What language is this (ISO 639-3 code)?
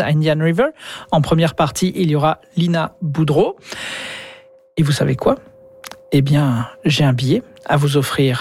fra